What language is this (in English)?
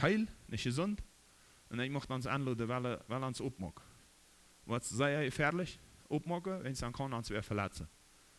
Plautdietsch